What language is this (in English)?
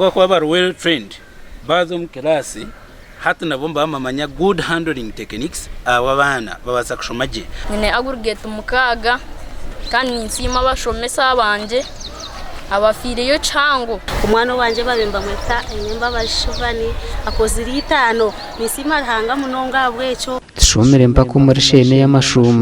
Nyankole